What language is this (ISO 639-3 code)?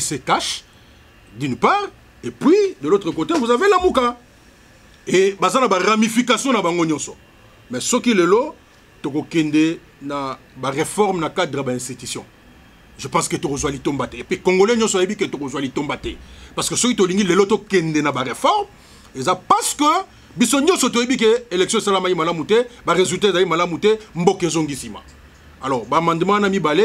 lin